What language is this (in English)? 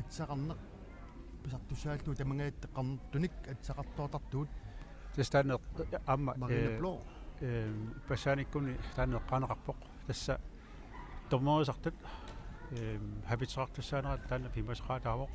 Kalaallisut